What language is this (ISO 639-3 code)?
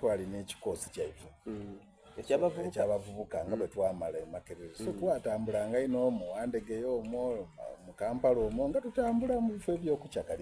xog